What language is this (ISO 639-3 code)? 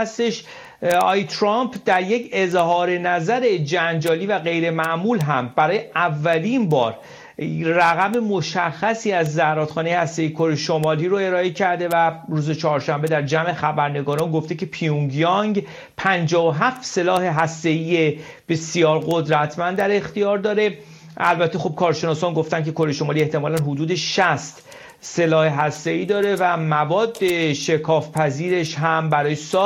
fas